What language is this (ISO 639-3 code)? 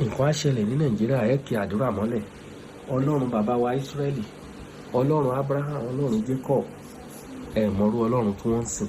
yor